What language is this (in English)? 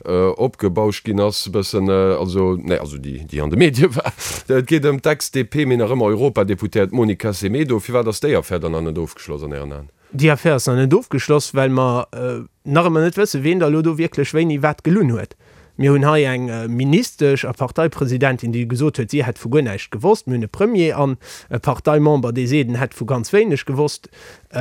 Luxembourgish